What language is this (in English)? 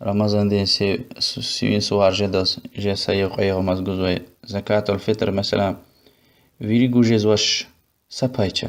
Lezghian